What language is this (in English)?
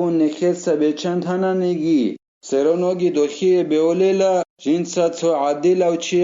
Avaric